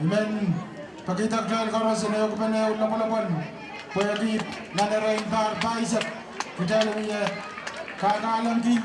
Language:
Pohnpeian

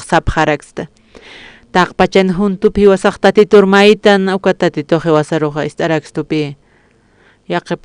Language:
Aymara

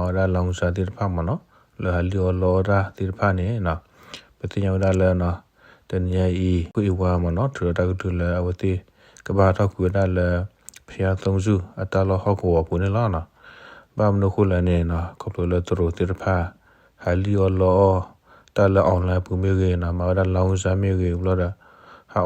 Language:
S'gaw Karen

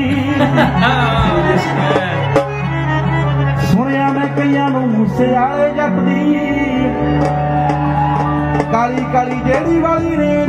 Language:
Punjabi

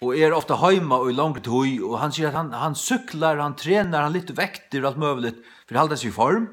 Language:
Faroese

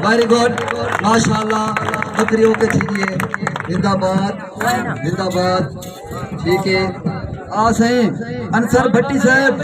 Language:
Saraiki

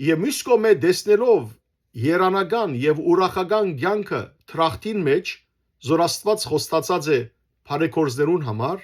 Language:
Western Armenian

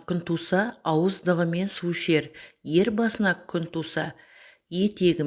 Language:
Kazakh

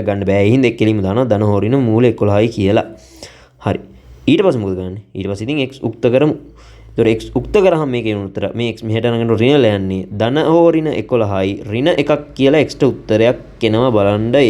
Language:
Sinhala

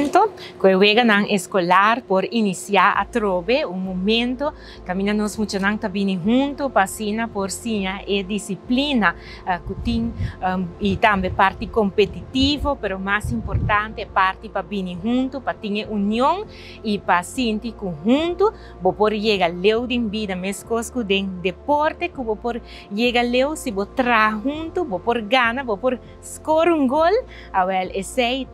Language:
Papiamento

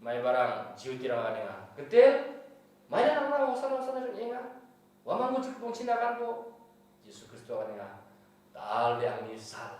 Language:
Garo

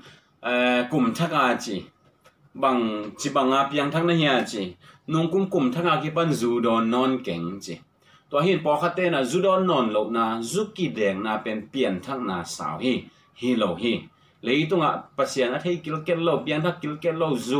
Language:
Tedim Chin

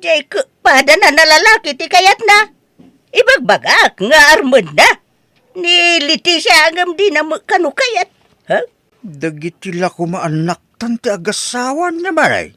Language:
Iloko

